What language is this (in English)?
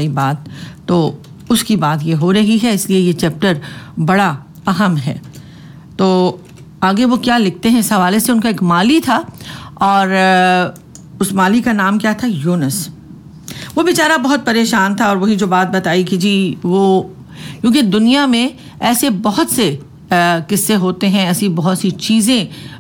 Urdu